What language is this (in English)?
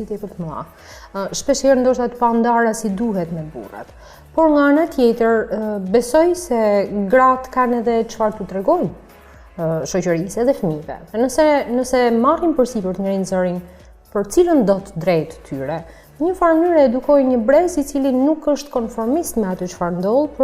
Albanian